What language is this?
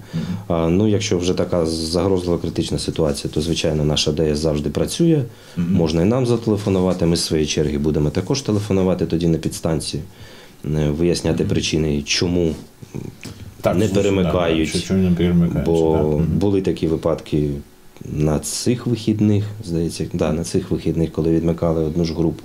Ukrainian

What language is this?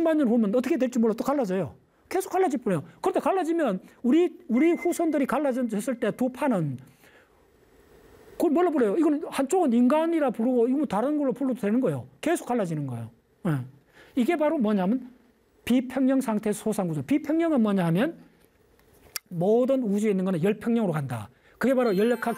Korean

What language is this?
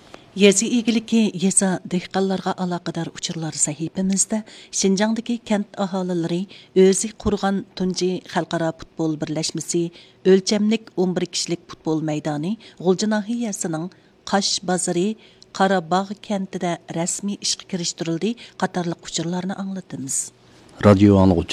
Uyghur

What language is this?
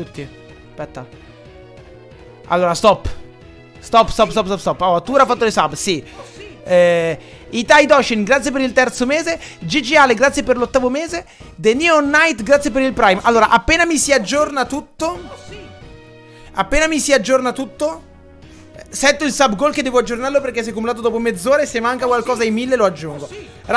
Italian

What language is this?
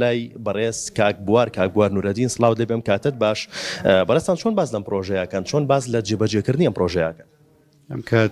Central Kurdish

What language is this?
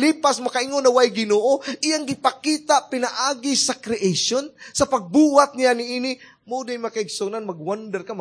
Cebuano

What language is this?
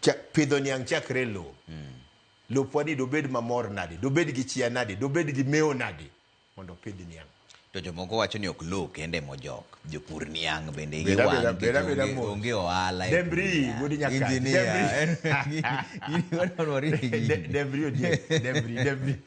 Luo (Kenya and Tanzania)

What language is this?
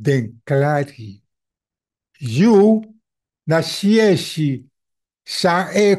Sranan Tongo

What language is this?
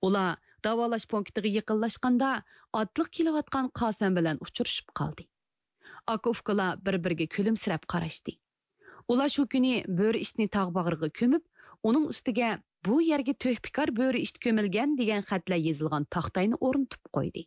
Uyghur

